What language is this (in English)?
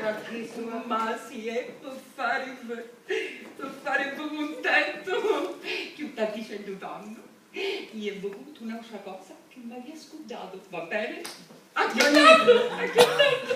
Sicilian